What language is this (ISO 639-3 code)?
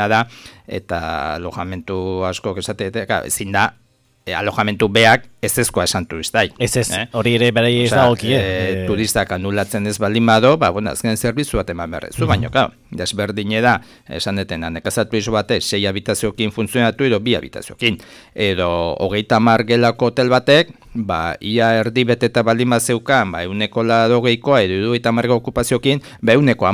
eus